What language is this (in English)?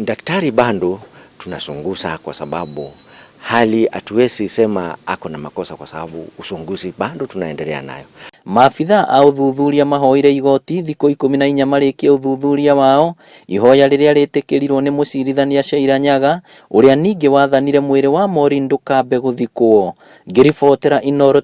Kikuyu